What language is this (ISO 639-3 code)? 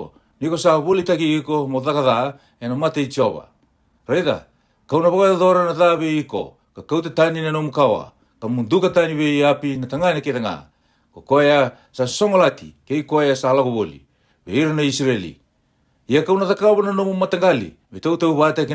fij